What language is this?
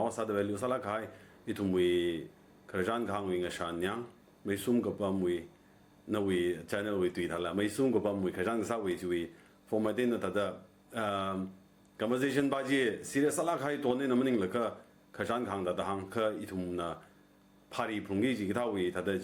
Tangkhul Naga (India)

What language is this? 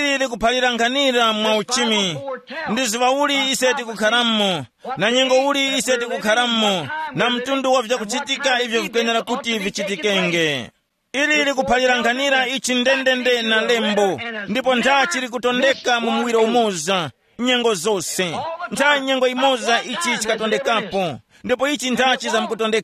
Tumbuka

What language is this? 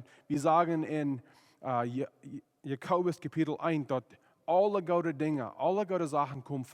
Plautdietsch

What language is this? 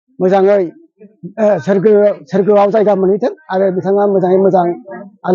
Bodo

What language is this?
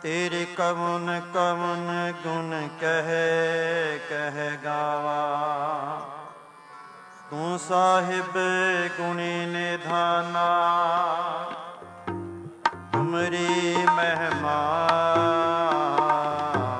Punjabi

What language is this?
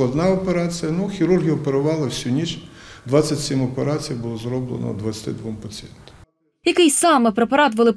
Ukrainian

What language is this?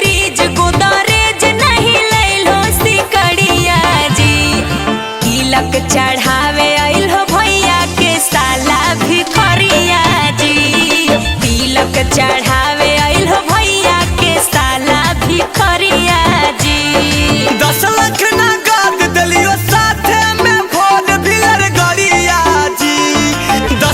Magahi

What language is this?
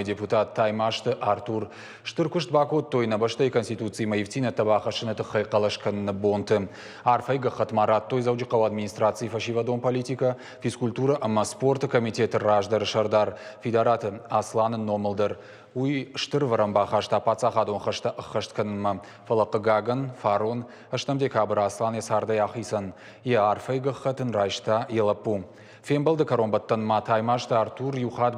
Ossetic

